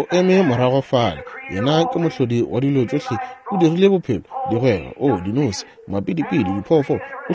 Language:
Northern Sotho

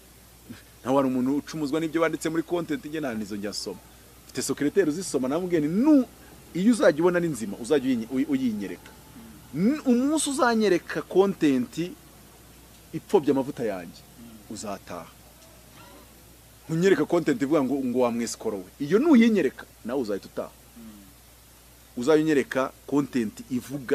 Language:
Kinyarwanda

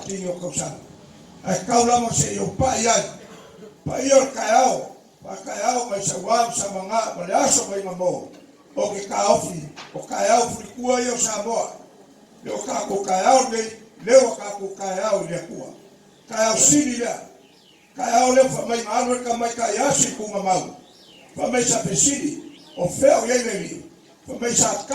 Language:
Samoan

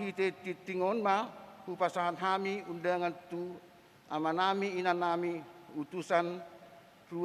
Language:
Batak Toba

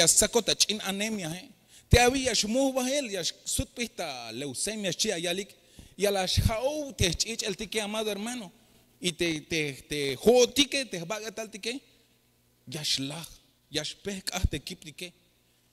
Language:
Tzeltal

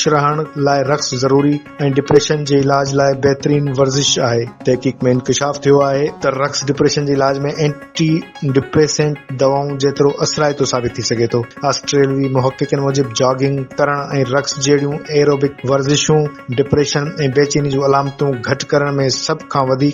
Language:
Sindhi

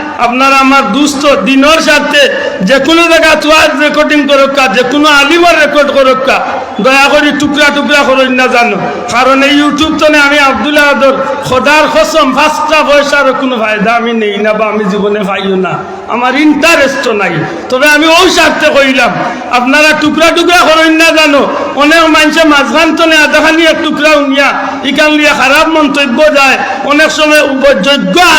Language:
Sylheti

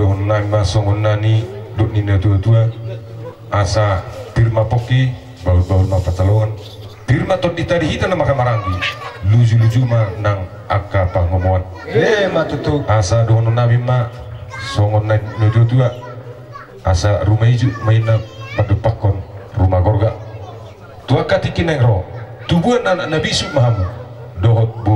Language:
Batak Toba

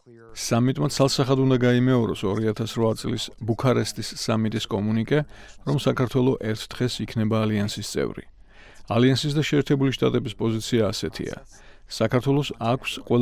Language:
Georgian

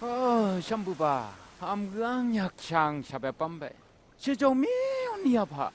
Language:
Phom Naga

